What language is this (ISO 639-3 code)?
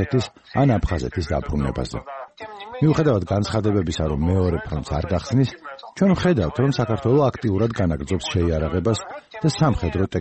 kat